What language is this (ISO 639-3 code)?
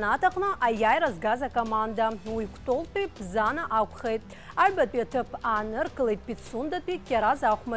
abk